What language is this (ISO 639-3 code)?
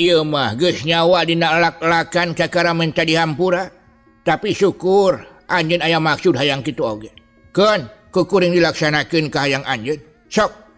sun